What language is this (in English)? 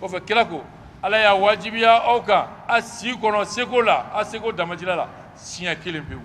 Bambara